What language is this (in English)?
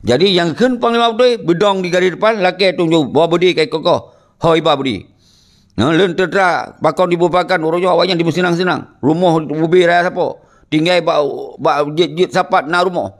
Achinese